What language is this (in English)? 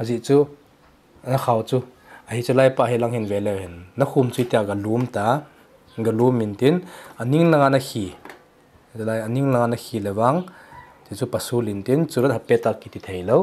Thado Chin